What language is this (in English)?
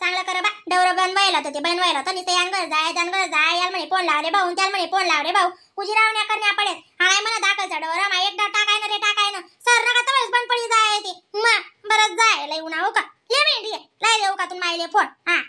Khandesi